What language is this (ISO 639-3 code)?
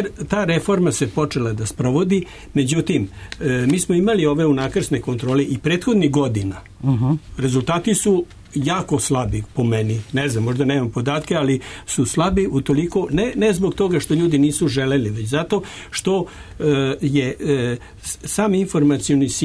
srp